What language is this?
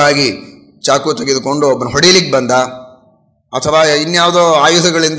Kannada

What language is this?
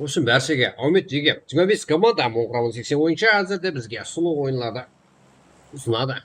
Kara-Kalpak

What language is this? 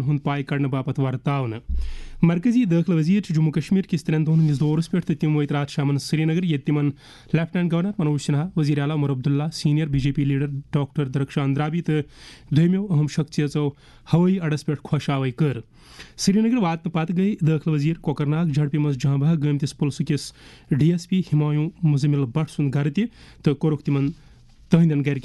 Kashmiri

